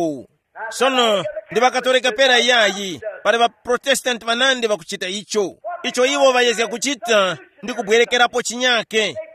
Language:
Tumbuka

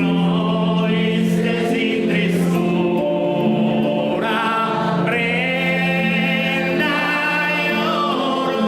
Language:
Sardinian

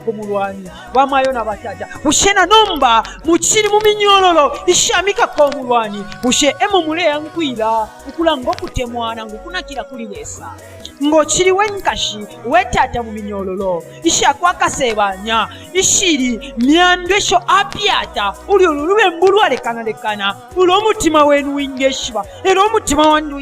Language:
Bemba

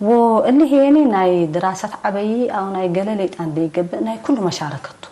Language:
Tigre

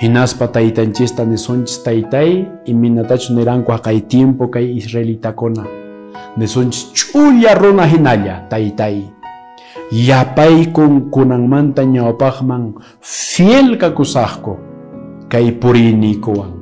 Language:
Quechua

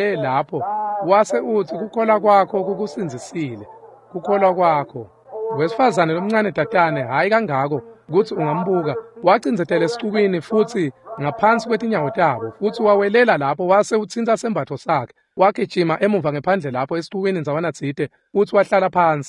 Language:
Swati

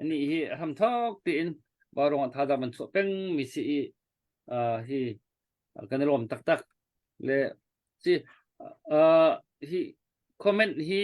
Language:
Hakha Chin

